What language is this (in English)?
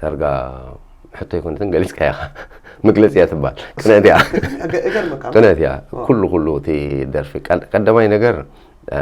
Tigrinya